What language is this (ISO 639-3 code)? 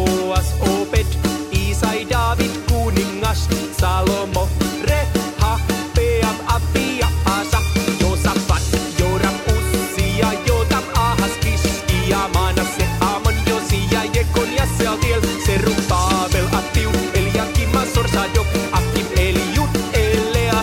est